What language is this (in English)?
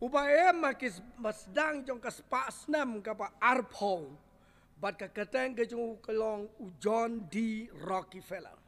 Khasi